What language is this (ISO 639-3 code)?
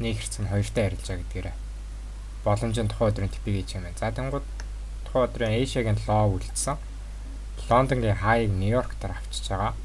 mon